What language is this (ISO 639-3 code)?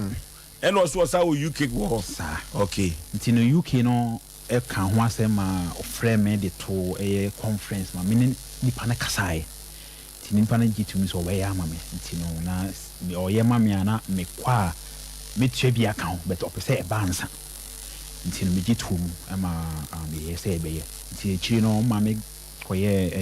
aka